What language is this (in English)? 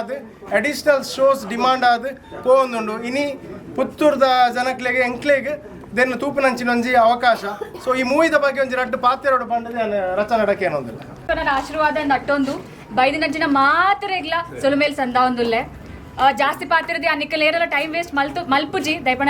Tulu